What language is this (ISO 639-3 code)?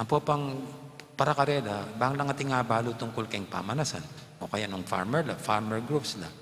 pam